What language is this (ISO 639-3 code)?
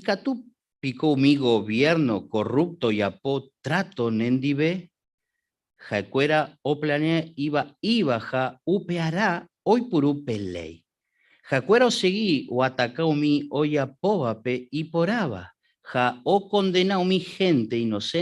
grn